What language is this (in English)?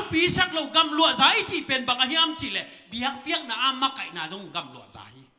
Tedim Chin